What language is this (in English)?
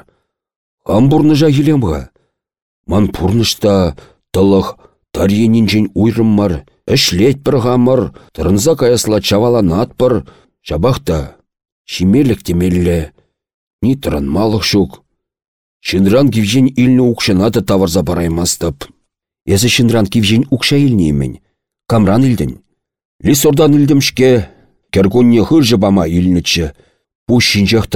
Chuvash